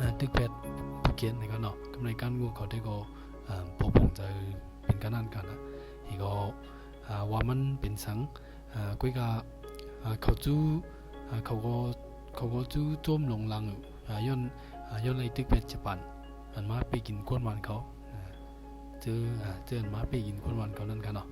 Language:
Shan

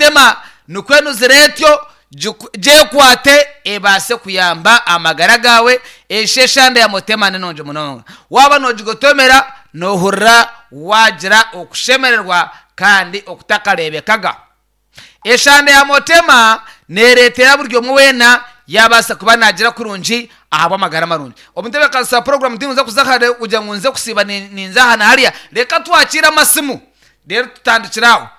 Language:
Nyankole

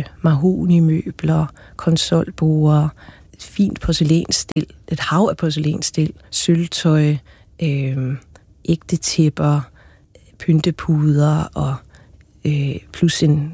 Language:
Danish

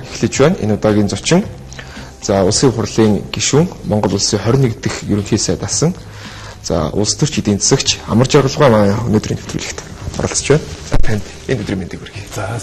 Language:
Mongolian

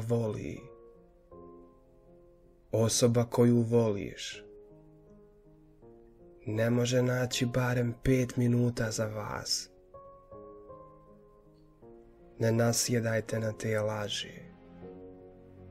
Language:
Bosnian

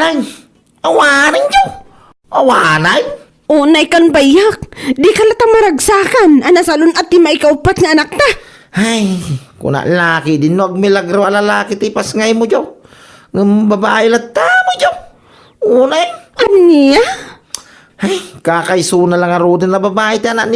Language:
Iloko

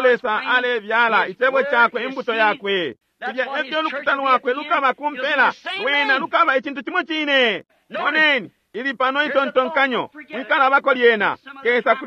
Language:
Bemba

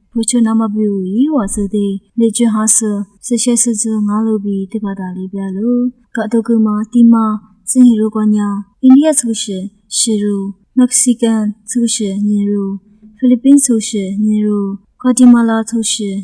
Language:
Lisu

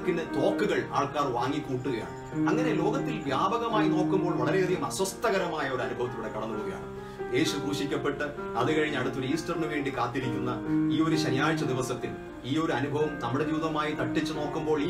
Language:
Malayalam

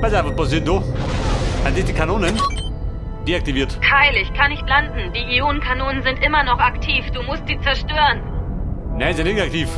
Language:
Bavarian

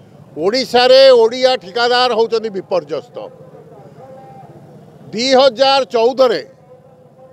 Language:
Odia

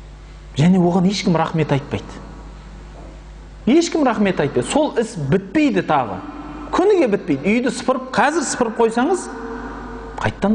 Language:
Kazakh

